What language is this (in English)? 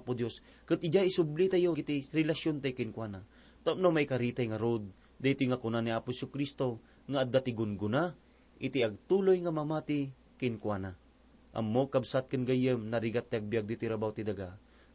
Iloko